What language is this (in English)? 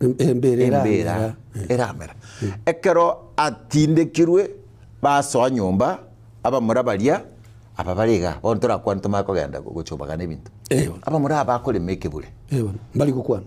Gusii